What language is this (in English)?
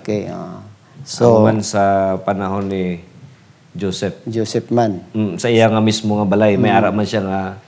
Hiligaynon